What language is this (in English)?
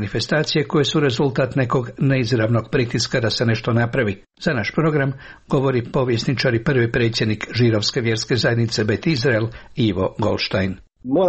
Croatian